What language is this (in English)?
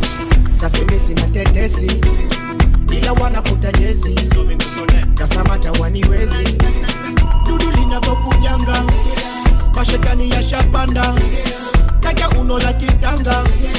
Swahili